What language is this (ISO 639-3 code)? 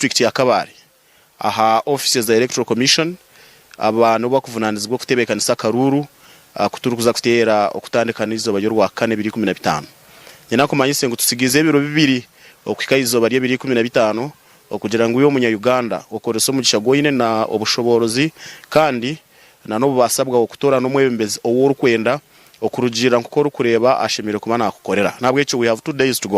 nyn